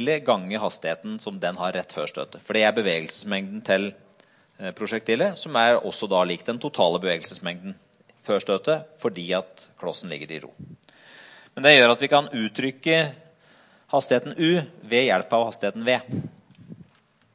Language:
Norwegian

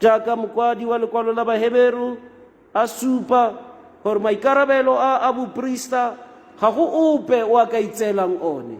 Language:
Tswana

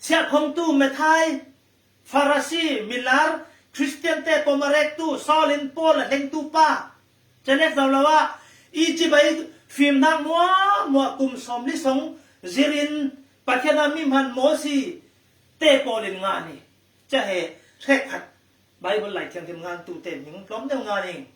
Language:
Falam Chin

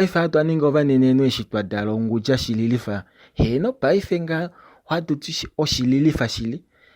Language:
Kuanyama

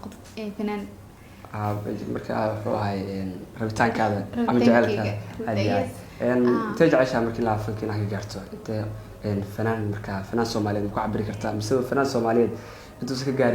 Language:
Somali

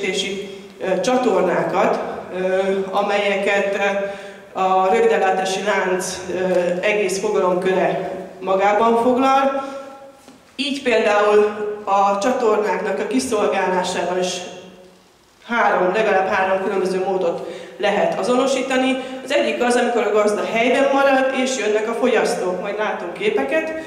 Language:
Hungarian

